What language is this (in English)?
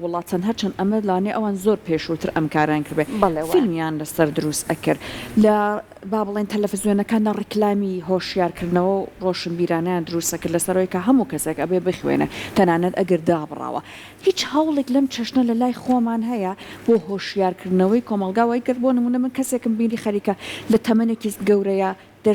Central Kurdish